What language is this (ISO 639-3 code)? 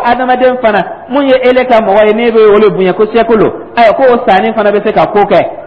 dyu